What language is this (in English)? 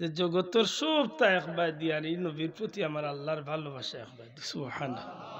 Sylheti